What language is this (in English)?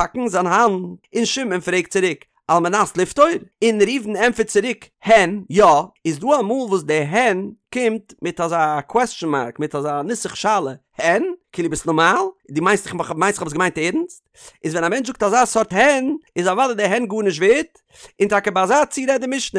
Yiddish